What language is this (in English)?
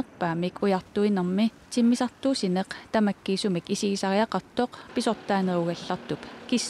Kalaallisut